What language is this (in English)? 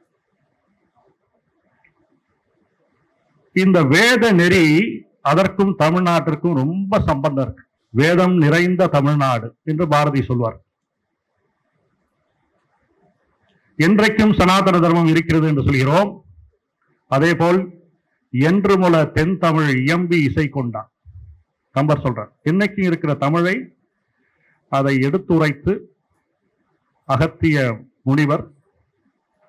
Tamil